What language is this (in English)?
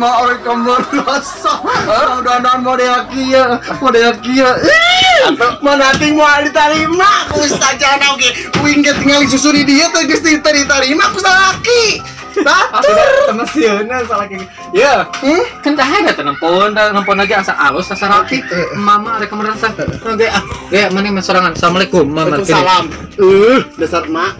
Sundanese